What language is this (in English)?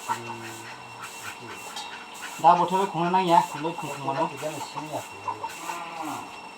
Kok Borok